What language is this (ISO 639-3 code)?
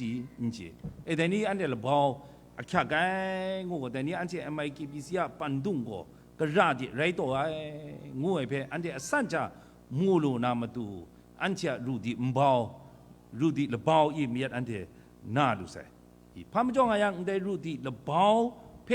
kac